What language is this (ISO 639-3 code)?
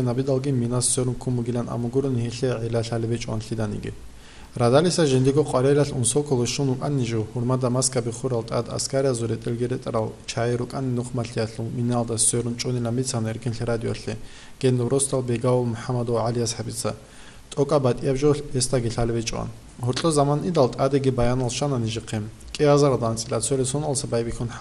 ava